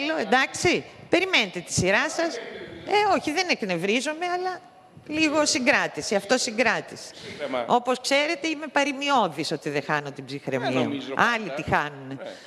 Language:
Greek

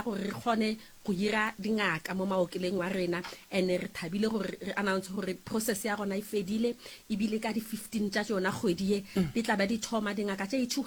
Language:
Northern Sotho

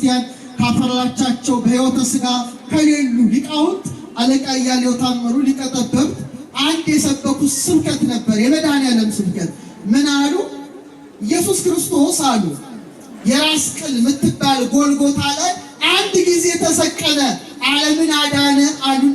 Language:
Amharic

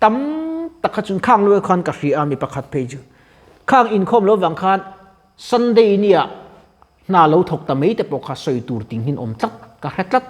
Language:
Mizo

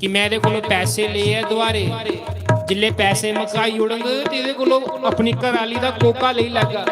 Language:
Dogri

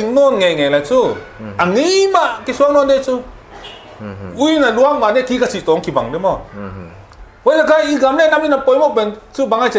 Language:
Paite Chin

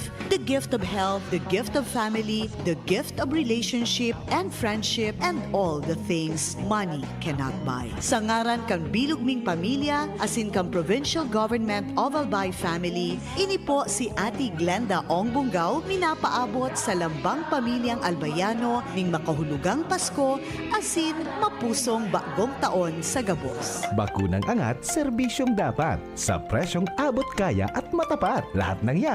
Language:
Bikol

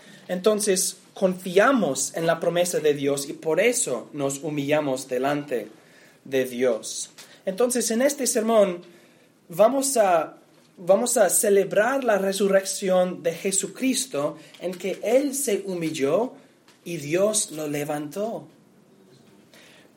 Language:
Spanish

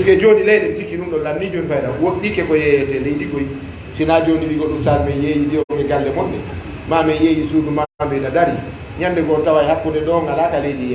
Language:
Fula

